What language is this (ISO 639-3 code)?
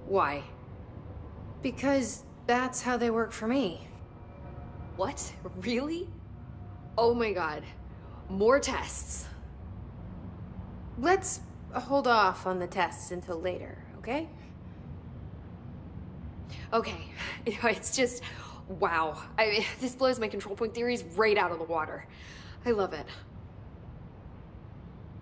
eng